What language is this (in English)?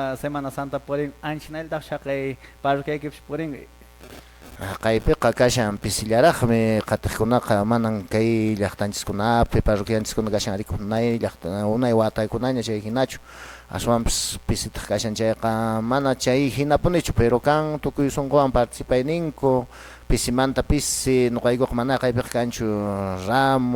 Quechua